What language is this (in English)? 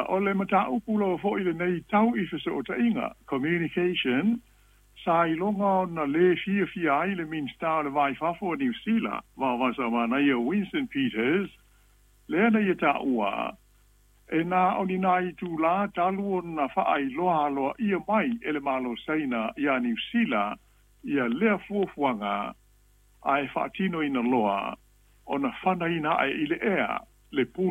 Samoan